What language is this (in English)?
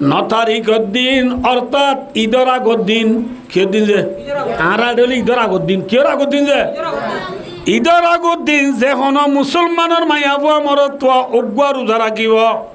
Rohingya